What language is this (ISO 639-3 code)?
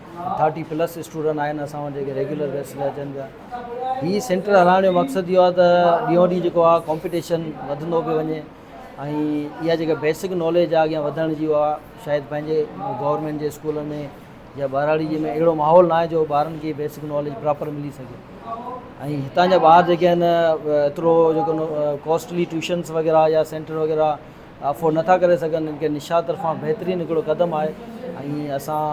snd